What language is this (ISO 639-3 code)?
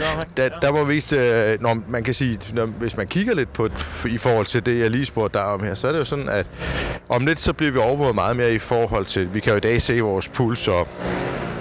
dan